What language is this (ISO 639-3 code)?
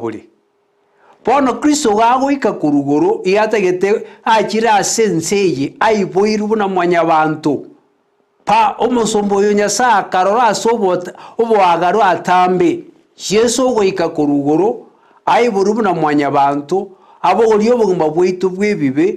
guz